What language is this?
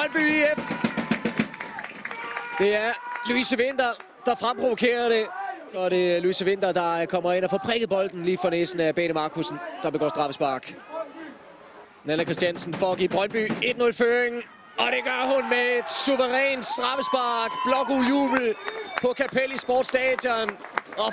Danish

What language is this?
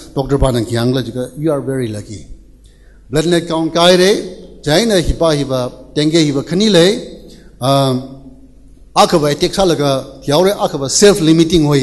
Tangkhul Naga (India)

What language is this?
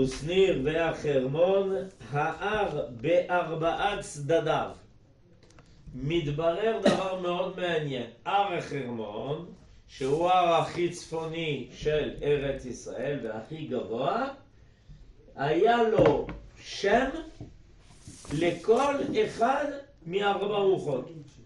Hebrew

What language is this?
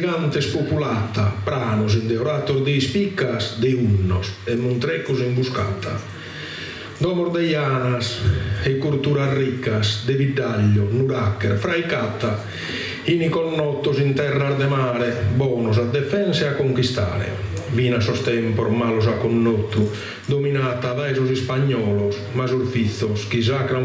Sardinian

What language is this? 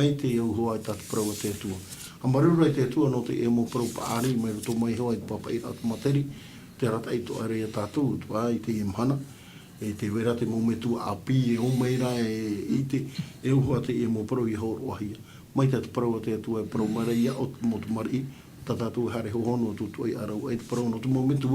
Tahitian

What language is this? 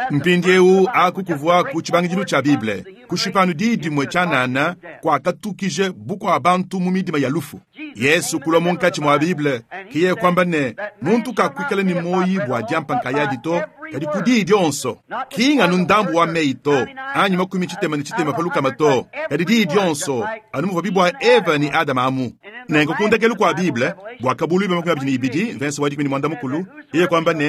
Luba-Lulua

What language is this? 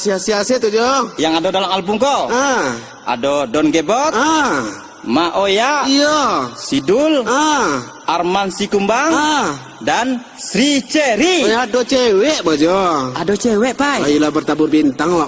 Minangkabau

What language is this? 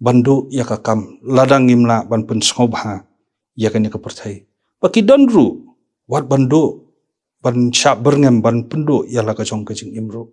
Khasi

